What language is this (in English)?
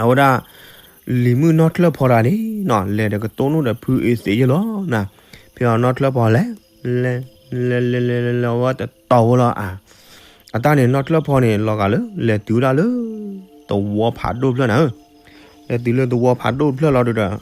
S'gaw Karen